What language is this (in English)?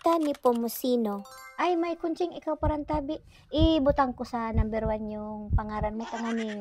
Bikol